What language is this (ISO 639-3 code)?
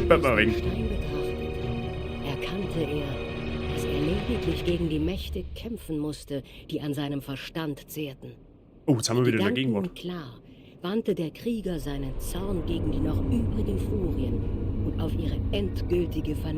bar